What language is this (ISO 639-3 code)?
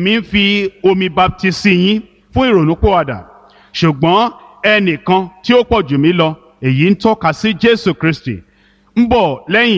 yor